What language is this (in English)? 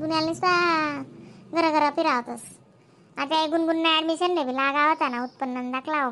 Khandesi